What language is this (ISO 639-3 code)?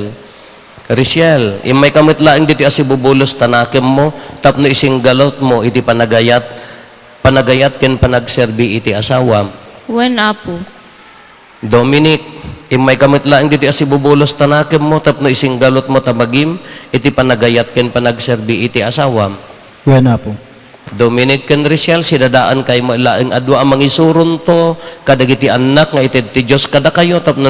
ilo